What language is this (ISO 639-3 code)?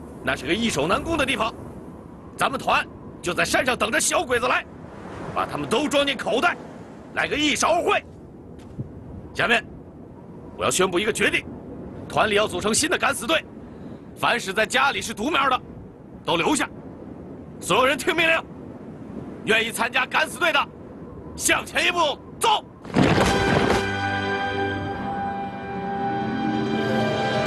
zho